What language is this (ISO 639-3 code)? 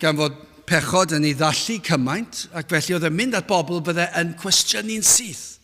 cym